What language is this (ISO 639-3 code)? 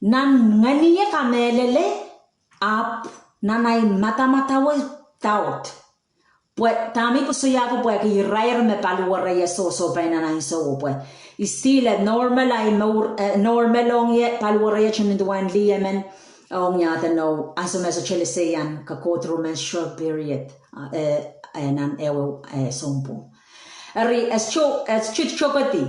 pon